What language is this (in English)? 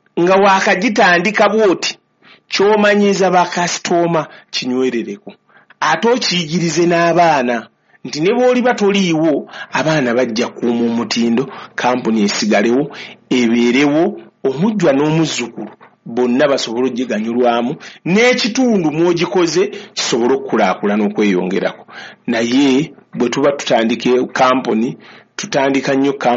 Ganda